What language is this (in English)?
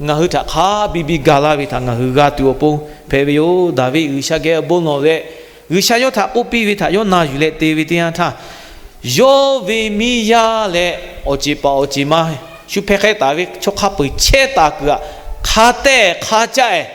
Lahu